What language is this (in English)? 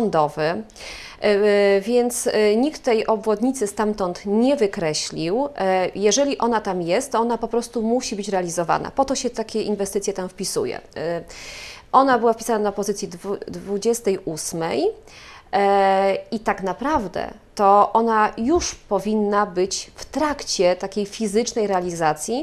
Polish